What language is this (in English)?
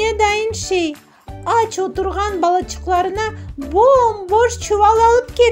Crimean Tatar